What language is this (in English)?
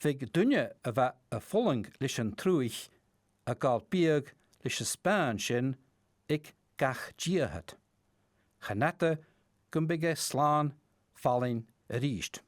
Scottish Gaelic